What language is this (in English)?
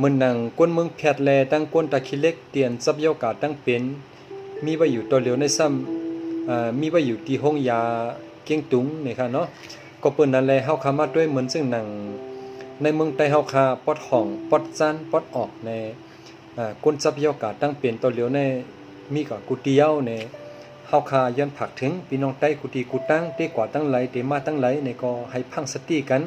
Shan